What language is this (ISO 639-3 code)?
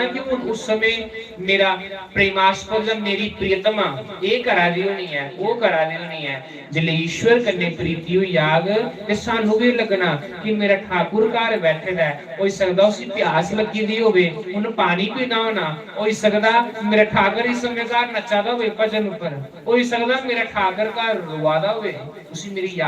doi